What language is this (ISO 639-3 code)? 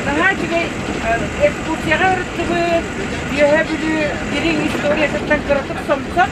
sah